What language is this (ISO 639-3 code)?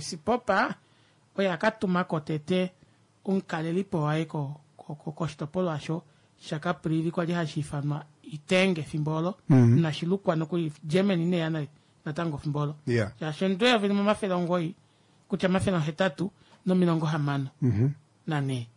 kua